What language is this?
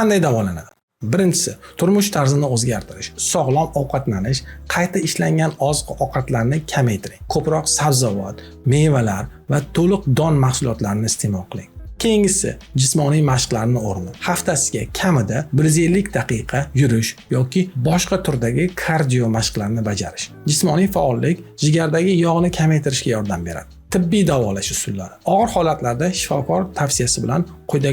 Uzbek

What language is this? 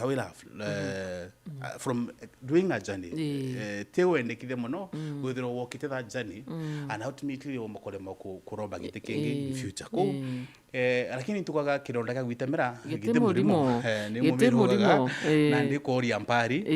Meru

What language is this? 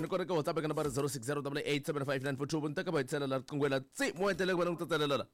Tsonga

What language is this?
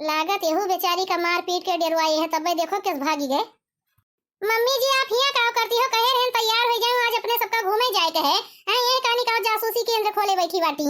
Awadhi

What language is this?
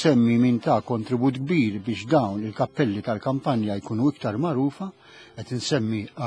Maltese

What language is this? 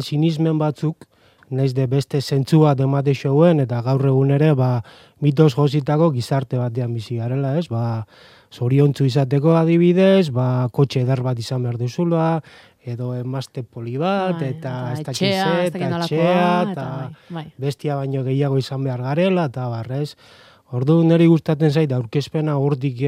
Basque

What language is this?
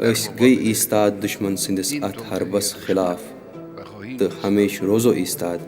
Kashmiri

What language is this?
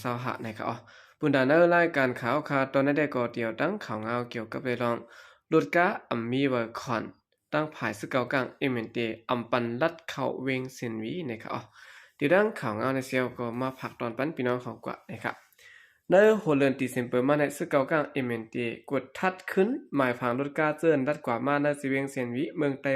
Shan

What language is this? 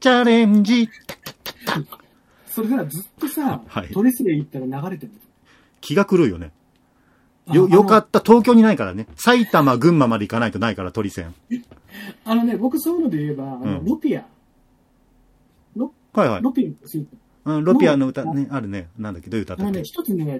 Japanese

